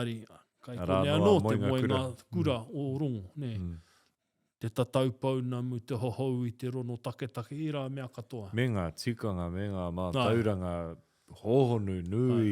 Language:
Māori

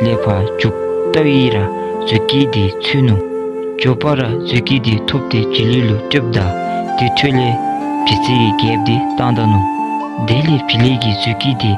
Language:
Dzongkha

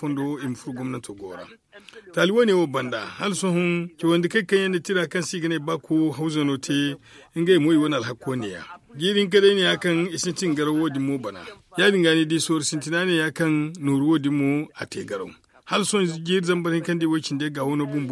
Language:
Zarma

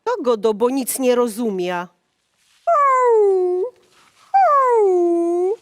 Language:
Silesian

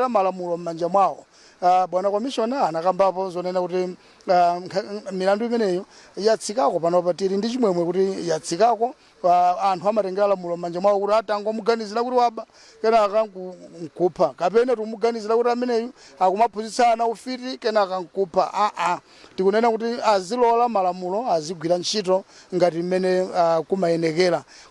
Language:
Nyanja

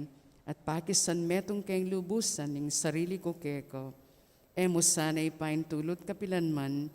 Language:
Pampanga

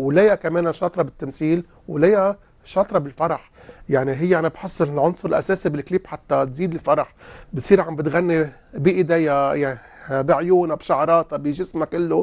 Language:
North Levantine Arabic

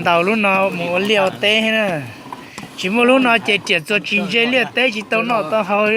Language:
Hmong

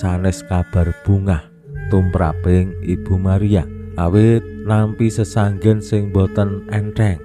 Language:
Javanese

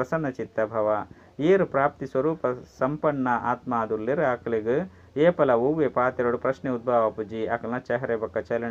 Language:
Tulu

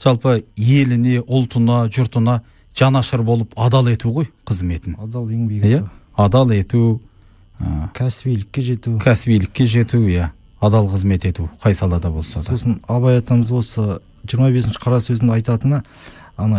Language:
Kazakh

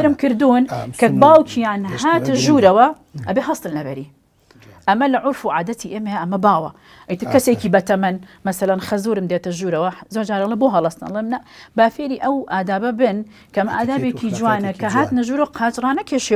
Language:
Central Kurdish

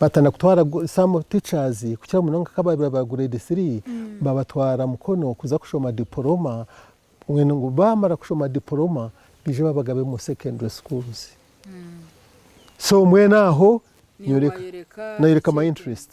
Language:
Nyankole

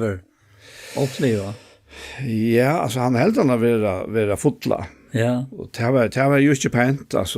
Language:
Faroese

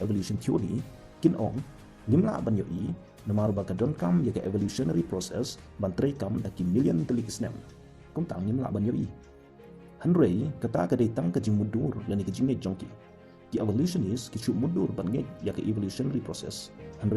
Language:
Khasi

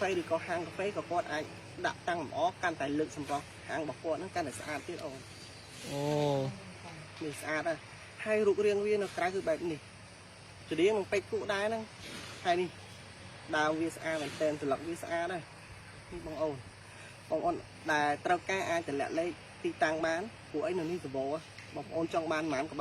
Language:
Khmer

